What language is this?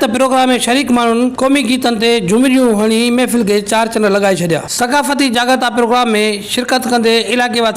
Sindhi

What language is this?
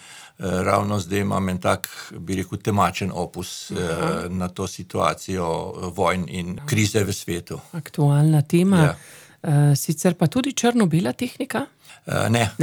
Slovenian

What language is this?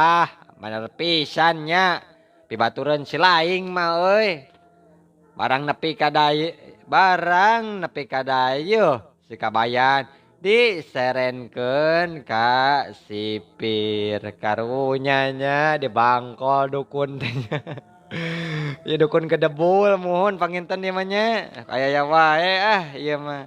Sundanese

